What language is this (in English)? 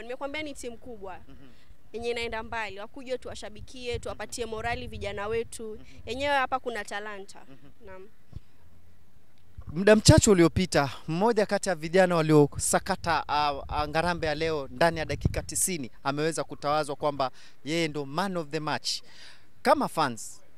Swahili